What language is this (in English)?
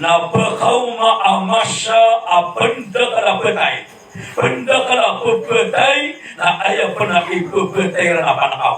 Maranao